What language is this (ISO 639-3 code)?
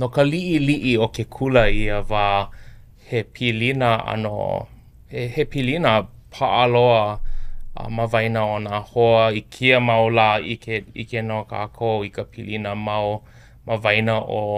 haw